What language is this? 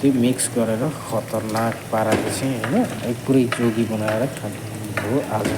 Nepali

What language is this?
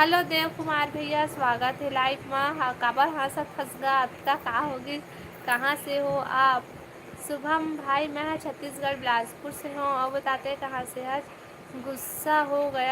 Chhattisgarhi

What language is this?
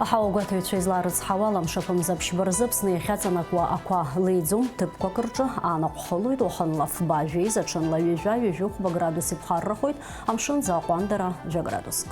Abkhazian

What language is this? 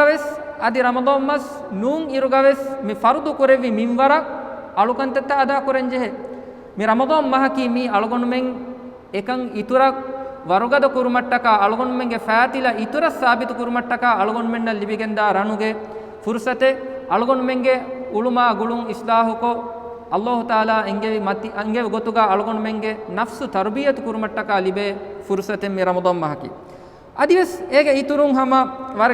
Divehi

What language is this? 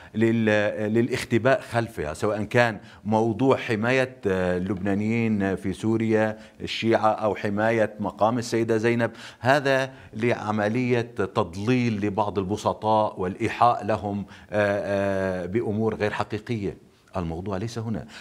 North Levantine Arabic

